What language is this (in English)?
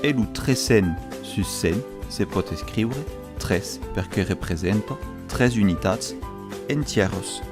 Occitan